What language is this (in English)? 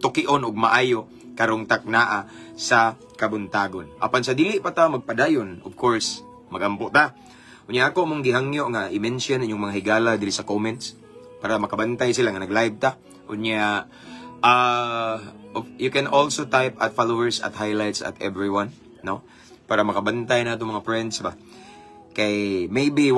Cebuano